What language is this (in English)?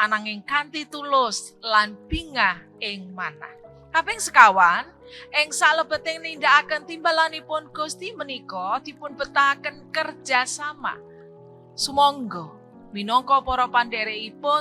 Javanese